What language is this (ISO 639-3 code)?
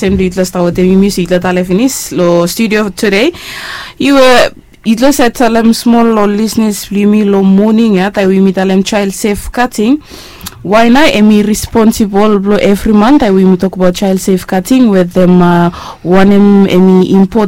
bis